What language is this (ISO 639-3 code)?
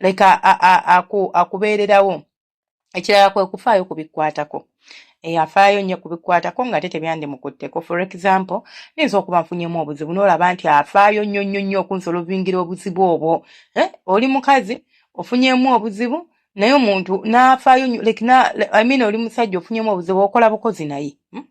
lug